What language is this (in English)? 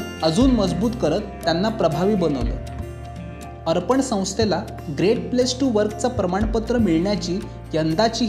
Marathi